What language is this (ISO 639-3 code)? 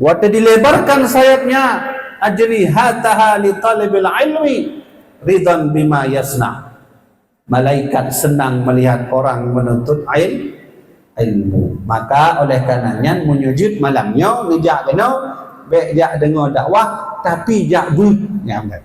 ace